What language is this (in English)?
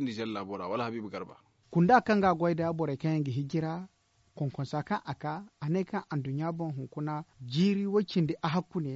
Zarma